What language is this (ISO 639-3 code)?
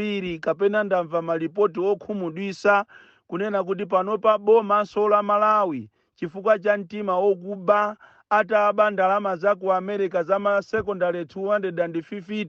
nya